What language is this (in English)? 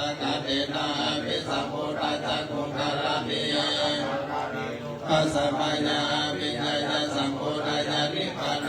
Pali